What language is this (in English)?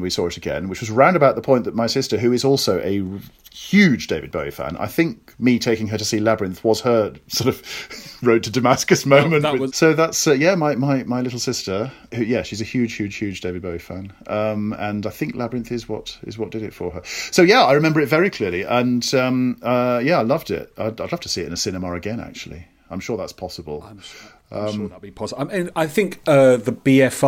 English